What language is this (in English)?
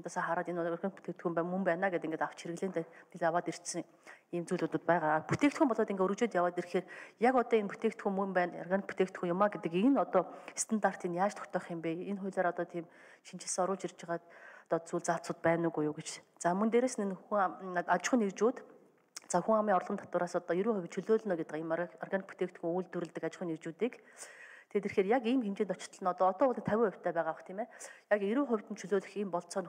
Mongolian